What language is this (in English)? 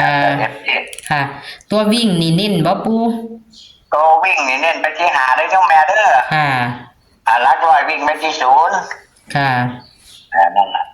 Northeastern Thai